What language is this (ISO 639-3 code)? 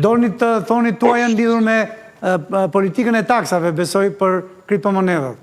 sqi